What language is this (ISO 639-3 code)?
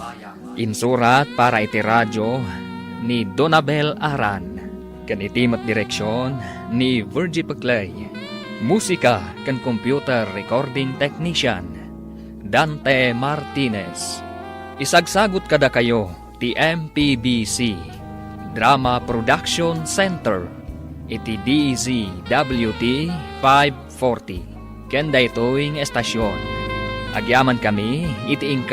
ilo